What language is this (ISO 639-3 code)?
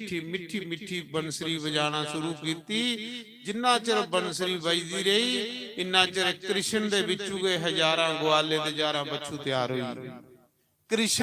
doi